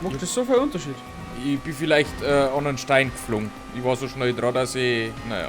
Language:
Bavarian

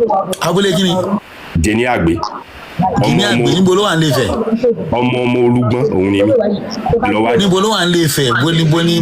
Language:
Yoruba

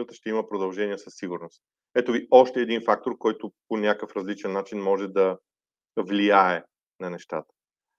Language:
Bulgarian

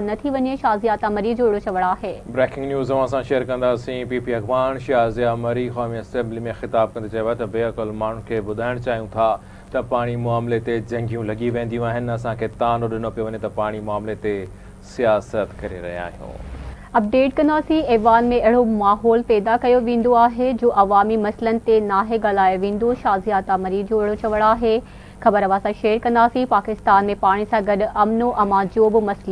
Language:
Sindhi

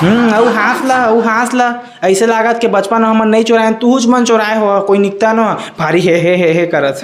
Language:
Chhattisgarhi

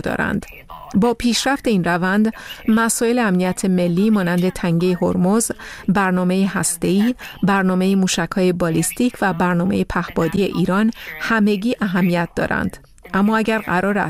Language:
Persian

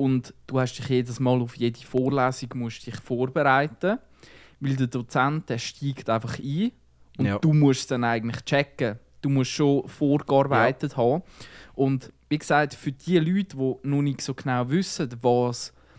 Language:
Swiss German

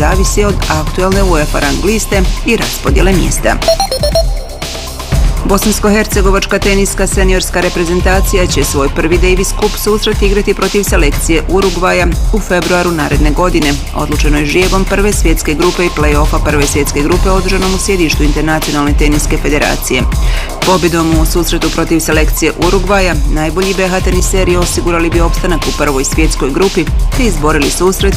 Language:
Bosnian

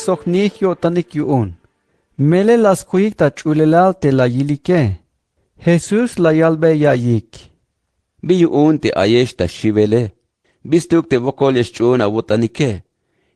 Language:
Tzeltal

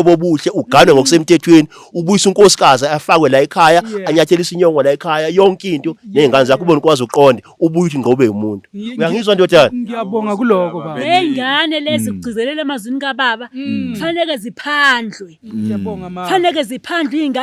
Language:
Zulu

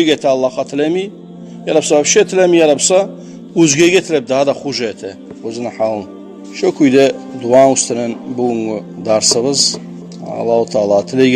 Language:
Kumyk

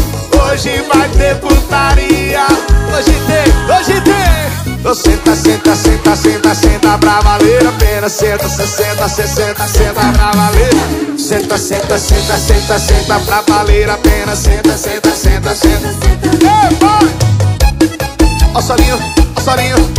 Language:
Portuguese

